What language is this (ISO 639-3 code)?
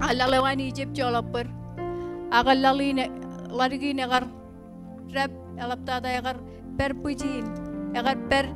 mah